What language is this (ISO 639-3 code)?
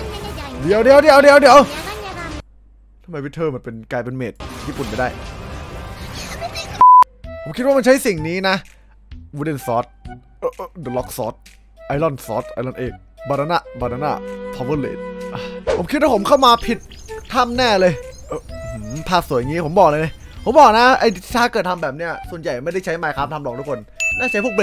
tha